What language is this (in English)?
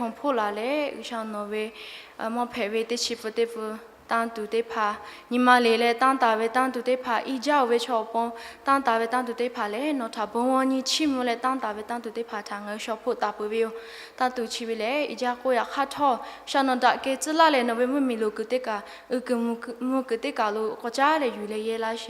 Lahu